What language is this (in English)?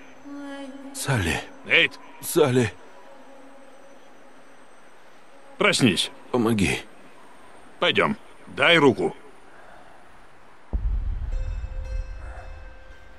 Russian